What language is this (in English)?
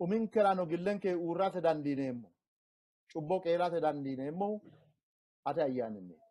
Sidamo